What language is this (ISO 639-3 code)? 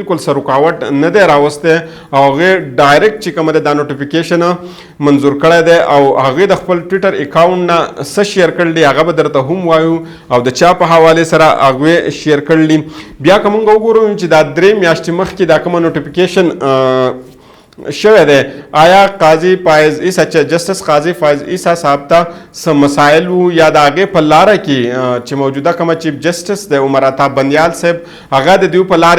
pus